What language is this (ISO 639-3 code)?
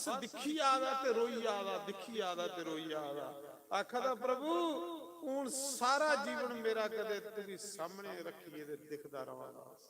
doi